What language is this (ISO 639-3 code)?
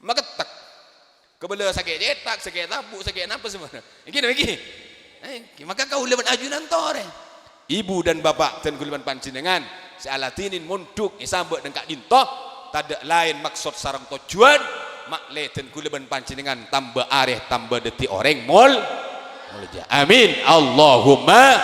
mad